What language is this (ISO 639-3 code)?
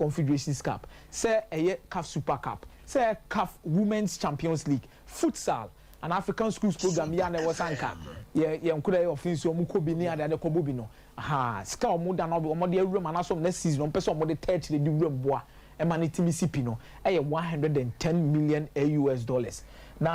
aka